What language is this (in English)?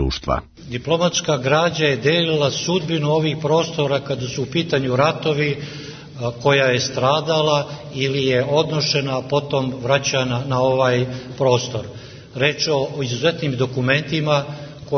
Serbian